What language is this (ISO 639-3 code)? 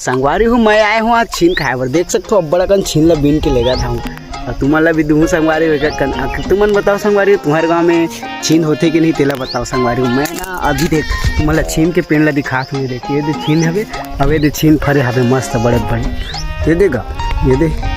hne